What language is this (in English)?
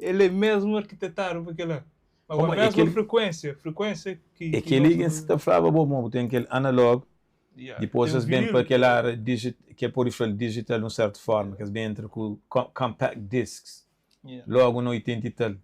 Kabuverdianu